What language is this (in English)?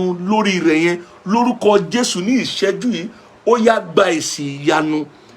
Yoruba